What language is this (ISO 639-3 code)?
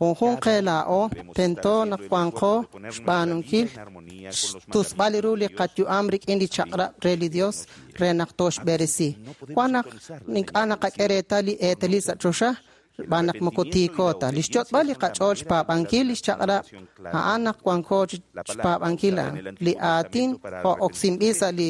kek